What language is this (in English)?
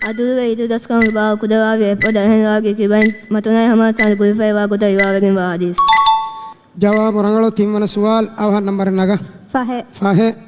Divehi